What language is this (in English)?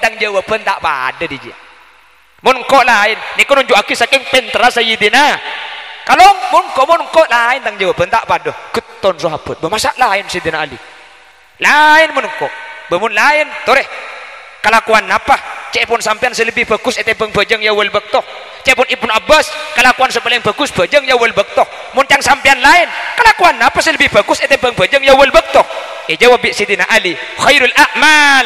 Madurese